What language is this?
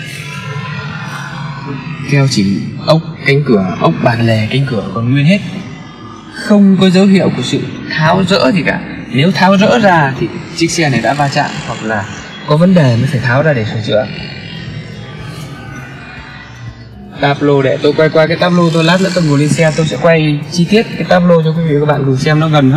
Vietnamese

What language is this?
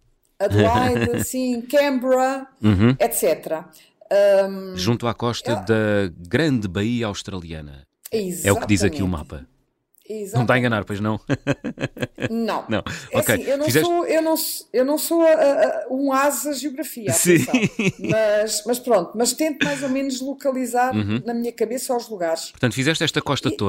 Portuguese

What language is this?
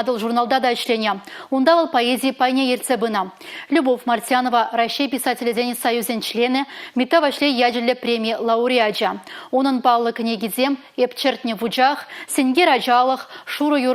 Chuvash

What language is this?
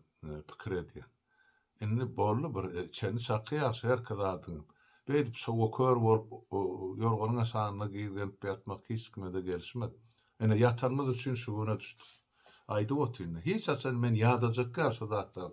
Turkmen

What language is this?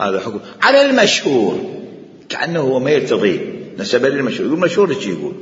Mesopotamian Arabic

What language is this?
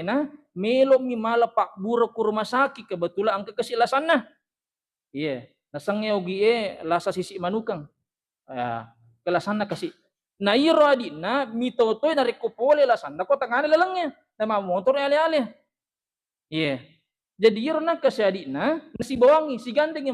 Buginese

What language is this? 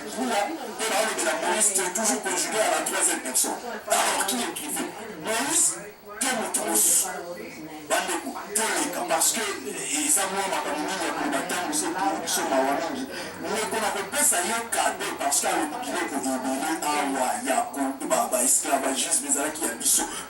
Lingala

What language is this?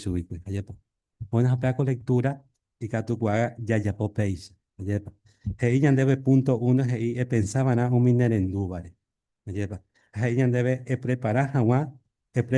Guarani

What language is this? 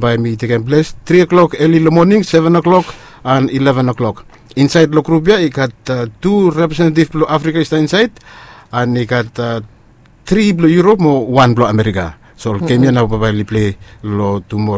Bislama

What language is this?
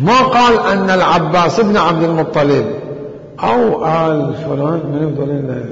Mesopotamian Arabic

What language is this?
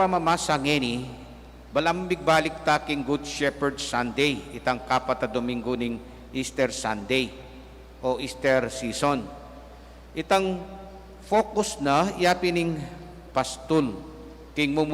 Pampanga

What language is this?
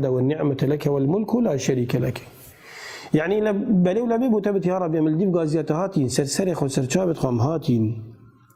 Kurdish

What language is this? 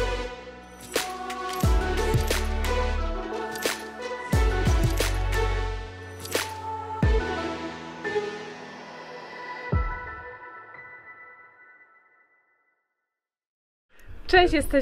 Polish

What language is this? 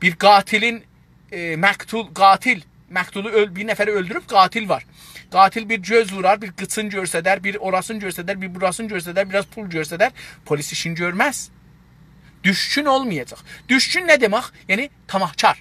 South Azerbaijani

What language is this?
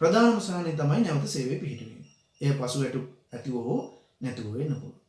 Sinhala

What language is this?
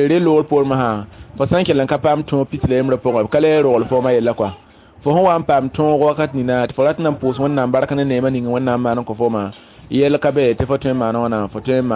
Mossi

